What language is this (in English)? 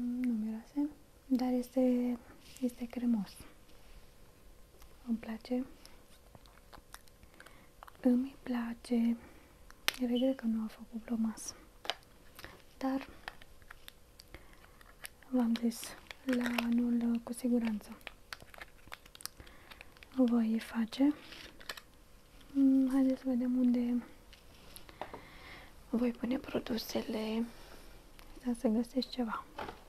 Romanian